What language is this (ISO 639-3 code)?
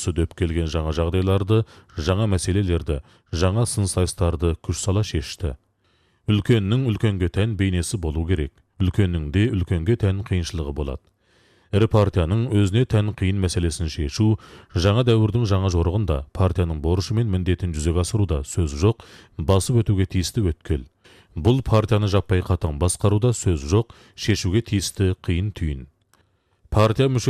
kaz